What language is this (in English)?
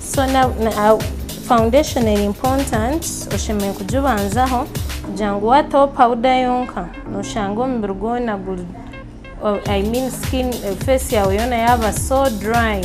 Nyankole